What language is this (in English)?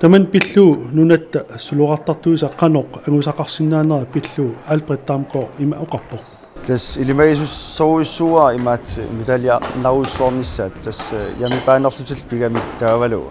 Kalaallisut